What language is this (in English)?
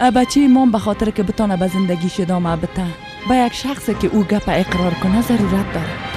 Persian